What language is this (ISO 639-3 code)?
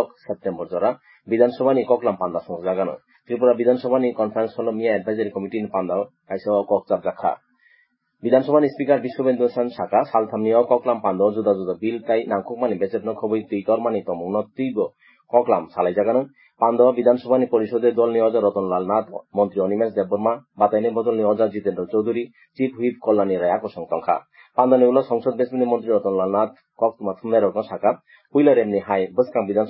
trp